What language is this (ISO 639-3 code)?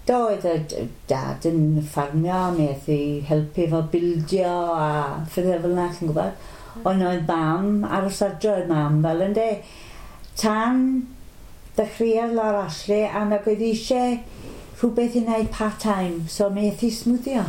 cym